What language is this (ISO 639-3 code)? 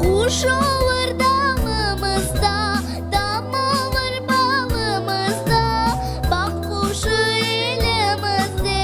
crh